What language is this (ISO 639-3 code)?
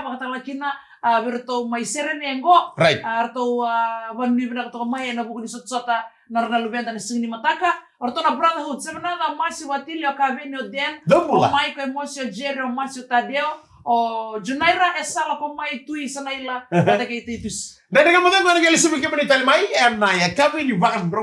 fij